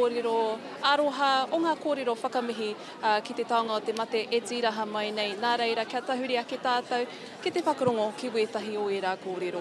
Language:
Māori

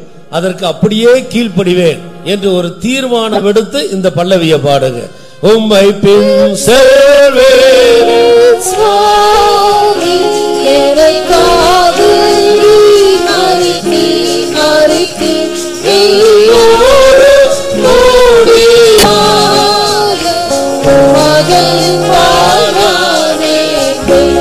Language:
Tamil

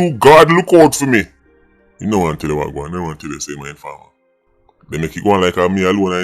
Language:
Jamaican Creole English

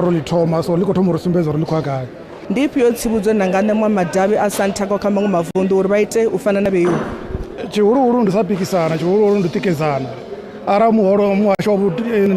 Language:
Venda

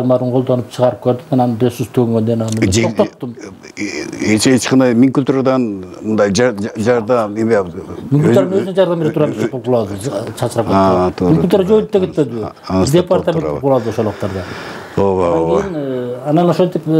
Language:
Kyrgyz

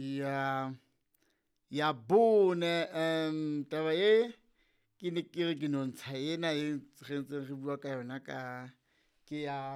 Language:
Southern Sotho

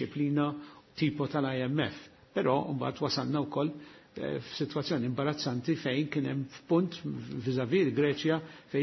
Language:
Maltese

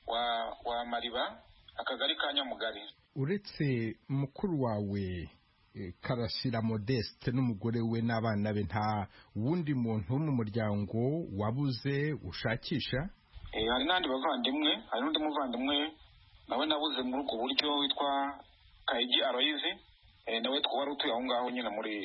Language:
Kinyarwanda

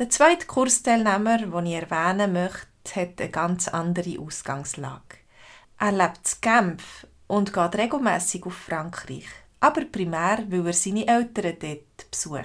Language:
Swiss German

